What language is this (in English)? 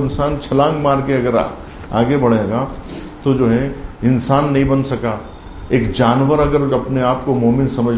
Urdu